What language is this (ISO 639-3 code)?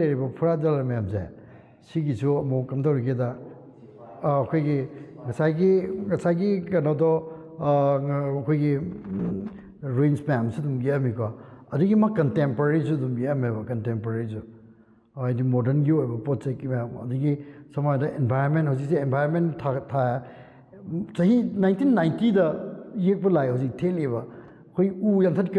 mni